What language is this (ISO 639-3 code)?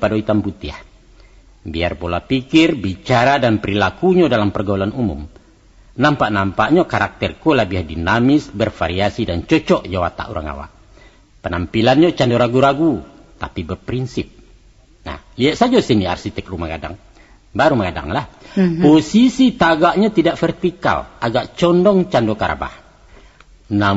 min